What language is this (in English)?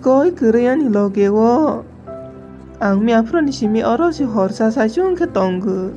Kok Borok